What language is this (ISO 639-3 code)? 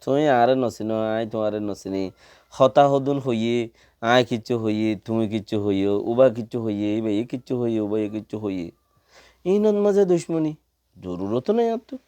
rhg